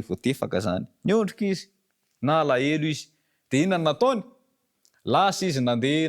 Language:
Malagasy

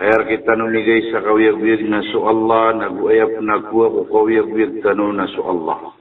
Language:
Maranao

